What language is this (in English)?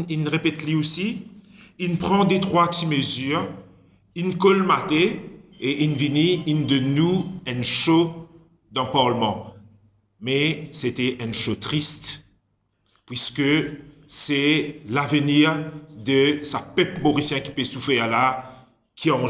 Morisyen